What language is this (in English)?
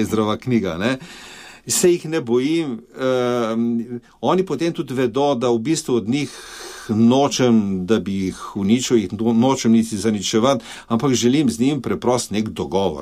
Slovenian